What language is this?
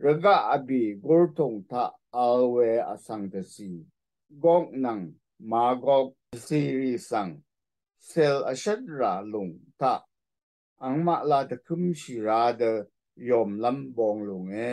Rawang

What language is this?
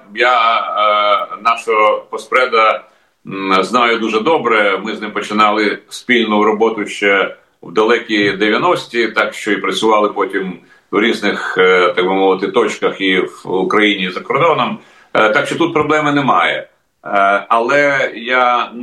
Ukrainian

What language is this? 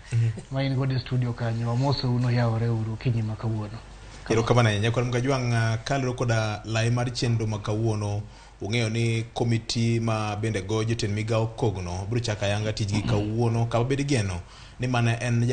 Luo (Kenya and Tanzania)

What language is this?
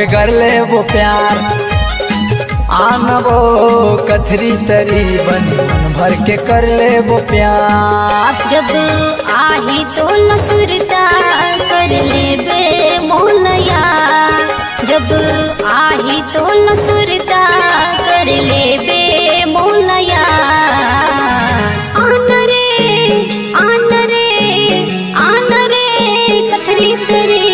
Chhattisgarhi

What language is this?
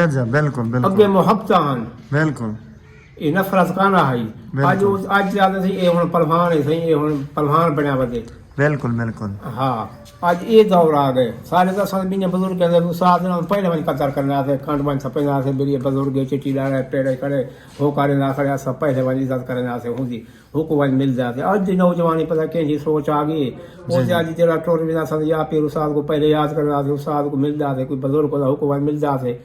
Saraiki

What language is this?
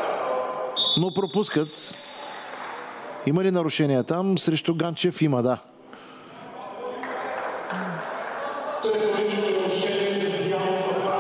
Bulgarian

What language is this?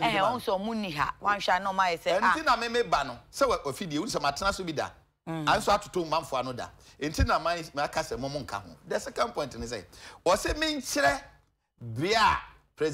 Akan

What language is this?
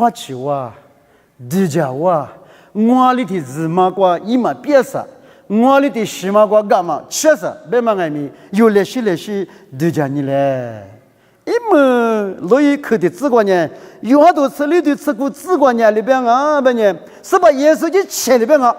Lisu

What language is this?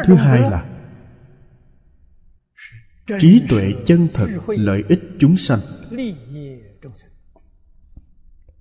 Vietnamese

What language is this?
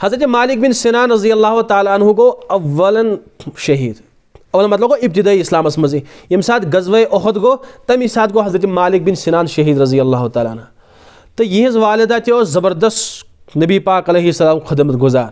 Kashmiri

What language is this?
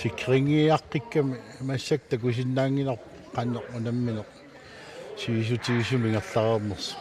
Kalaallisut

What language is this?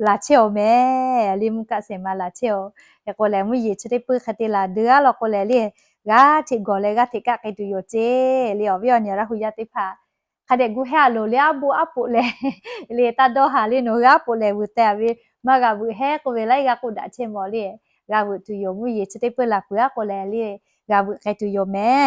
Lahu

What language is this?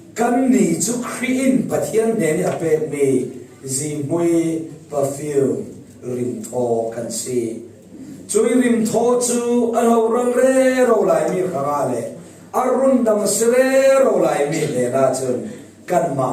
Falam Chin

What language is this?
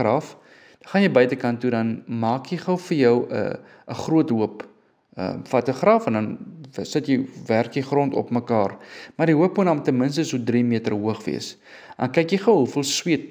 Afrikaans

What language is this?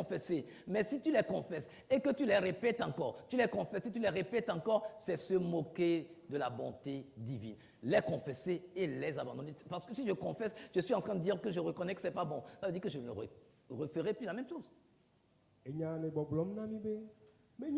Ewe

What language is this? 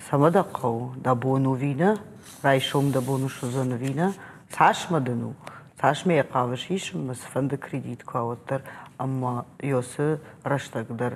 Ossetic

